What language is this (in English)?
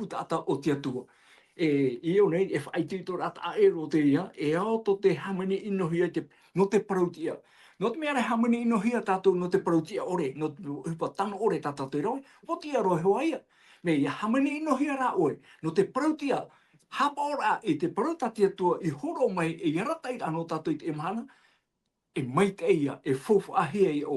Tahitian